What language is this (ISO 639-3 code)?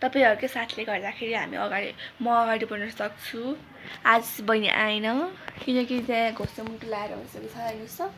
nep